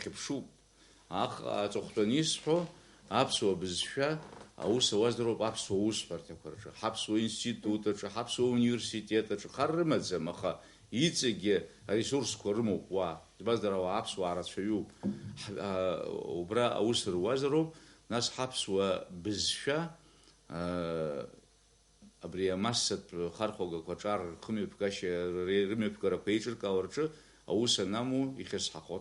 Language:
Abkhazian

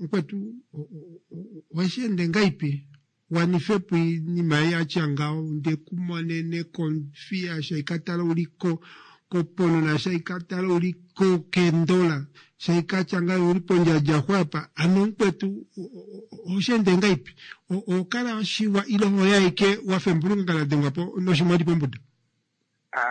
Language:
Kuanyama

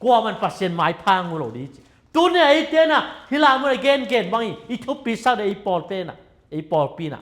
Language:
Tedim Chin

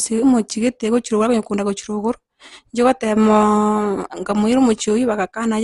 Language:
Gusii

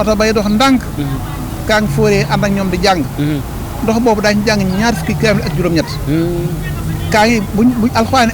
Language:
Wolof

